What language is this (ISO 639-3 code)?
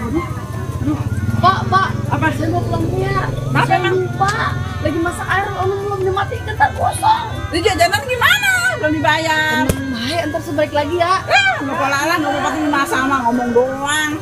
bew